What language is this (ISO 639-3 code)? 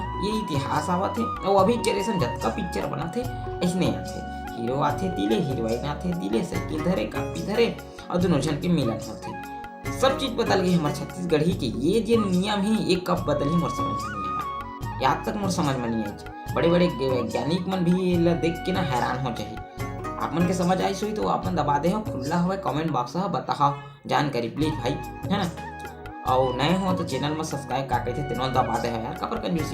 hne